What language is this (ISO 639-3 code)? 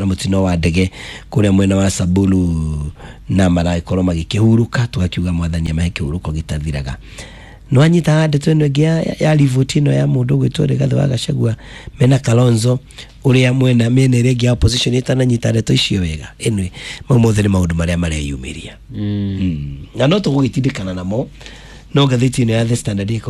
kik